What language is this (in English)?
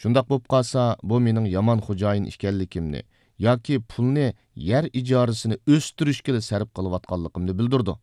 Uyghur